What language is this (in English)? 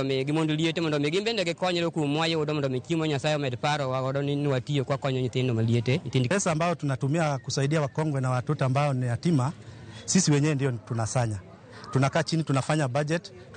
Luo (Kenya and Tanzania)